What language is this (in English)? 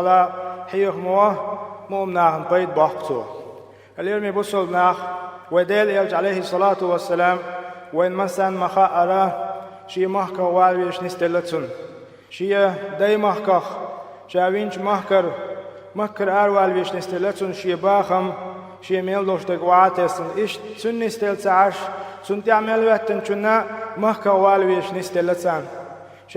Chechen